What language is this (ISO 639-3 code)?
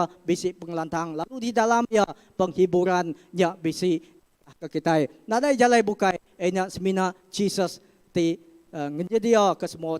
iba